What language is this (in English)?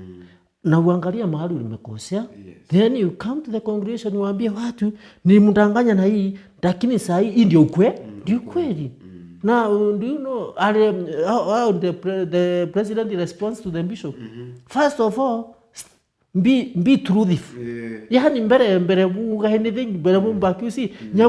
Meru